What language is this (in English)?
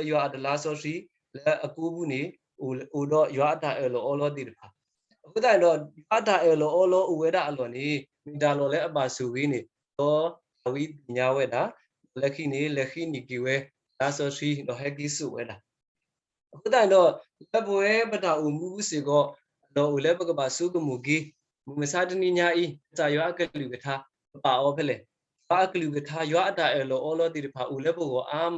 S'gaw Karen